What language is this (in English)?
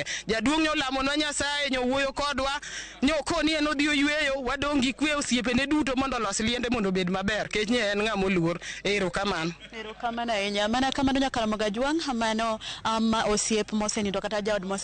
Luo (Kenya and Tanzania)